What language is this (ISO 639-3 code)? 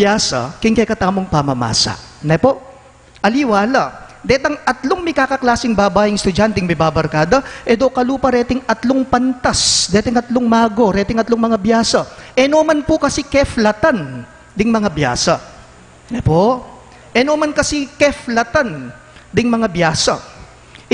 pam